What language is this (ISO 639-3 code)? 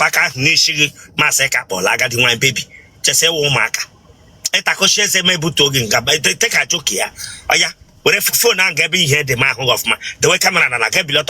ibo